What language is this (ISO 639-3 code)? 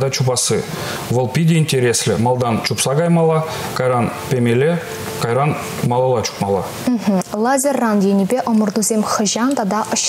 chv